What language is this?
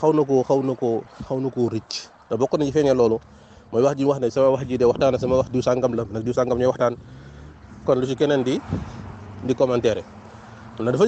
Wolof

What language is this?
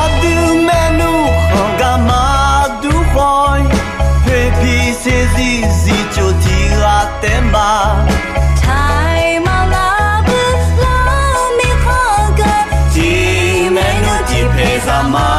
Akha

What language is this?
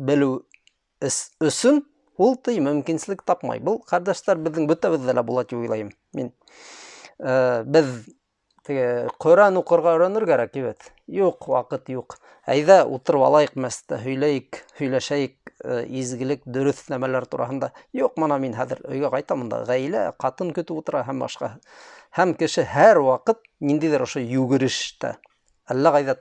Bashkir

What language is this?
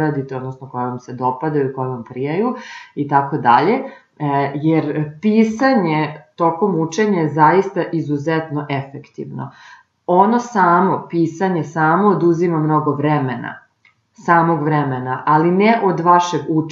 Serbian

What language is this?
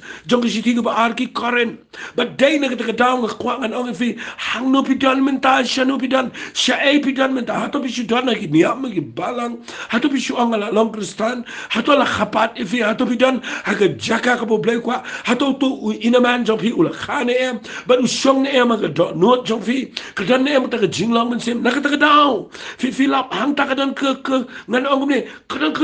Khasi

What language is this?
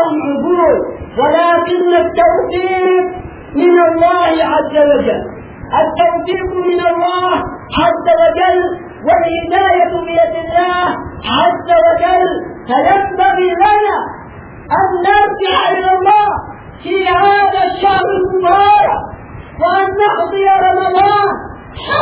Arabic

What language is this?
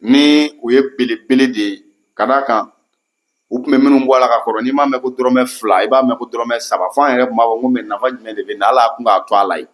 Bambara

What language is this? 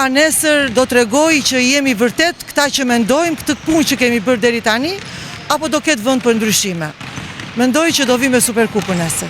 Albanian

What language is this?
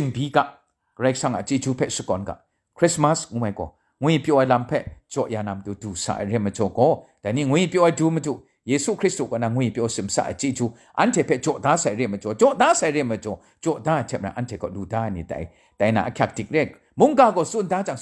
Kachin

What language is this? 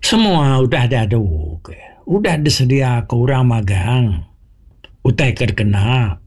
Iban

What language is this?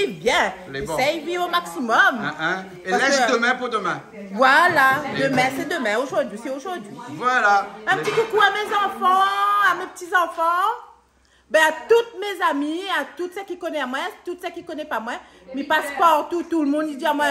Réunion Creole French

